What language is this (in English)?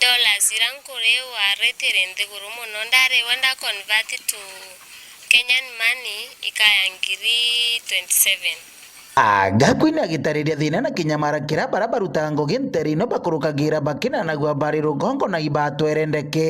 Meru